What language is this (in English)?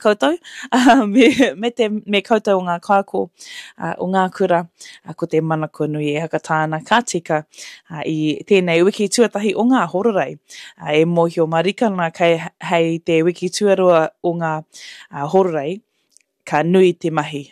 Māori